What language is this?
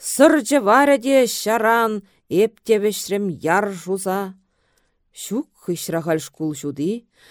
Chuvash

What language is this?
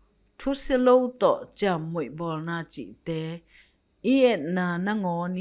Tedim Chin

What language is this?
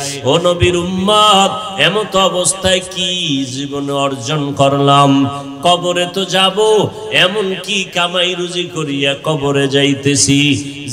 Bangla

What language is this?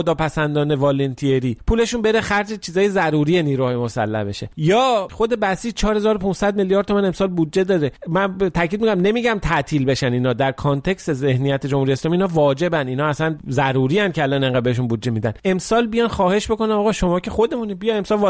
Persian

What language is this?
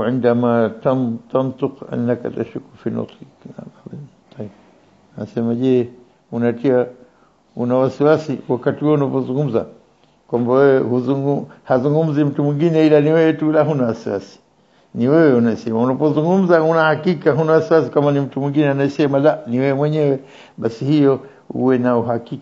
Swahili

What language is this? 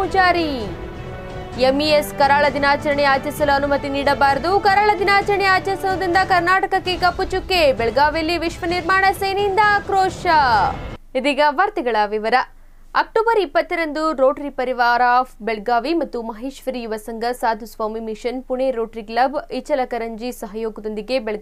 Kannada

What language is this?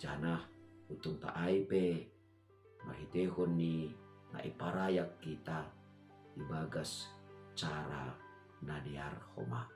Batak Simalungun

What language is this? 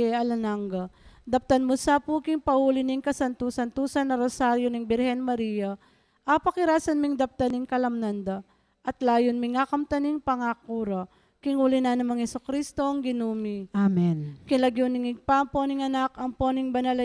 Pampanga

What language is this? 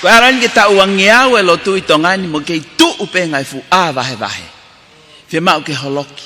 Tongan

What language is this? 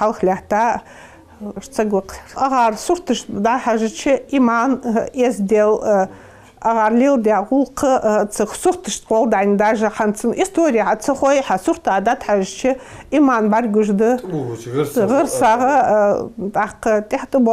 Ingush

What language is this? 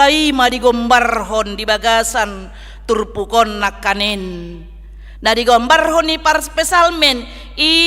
Batak Toba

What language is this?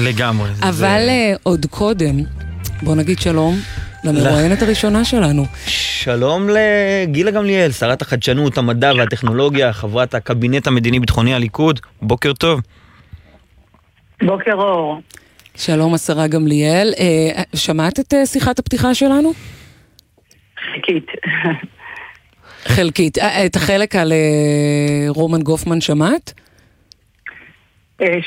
Hebrew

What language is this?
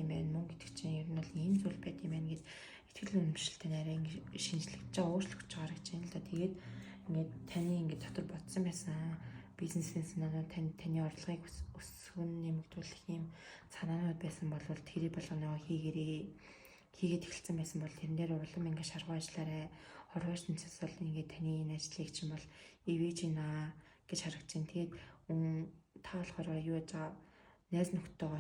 Mongolian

